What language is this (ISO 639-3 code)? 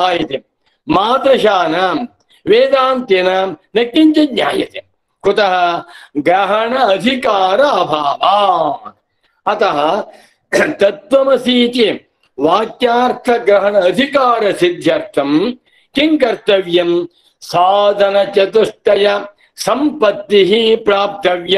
san